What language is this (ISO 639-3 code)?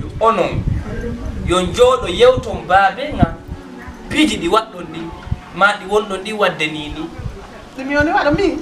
ful